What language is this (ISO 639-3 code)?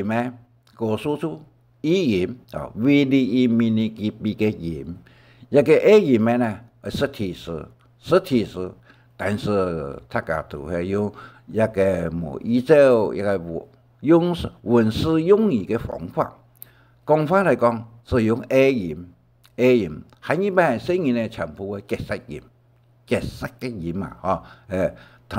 hak